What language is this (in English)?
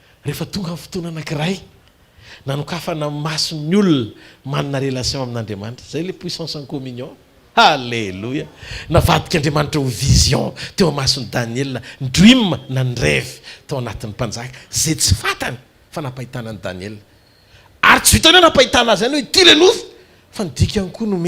Malagasy